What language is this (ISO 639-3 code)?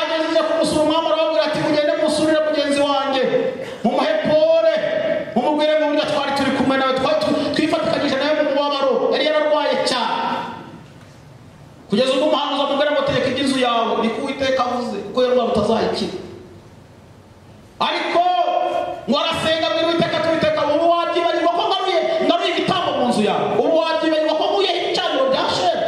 kin